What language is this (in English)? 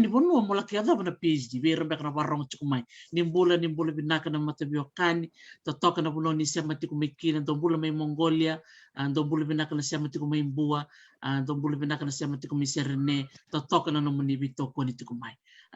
Fijian